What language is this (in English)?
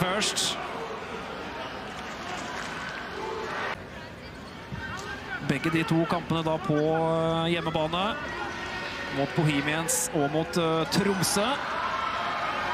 Norwegian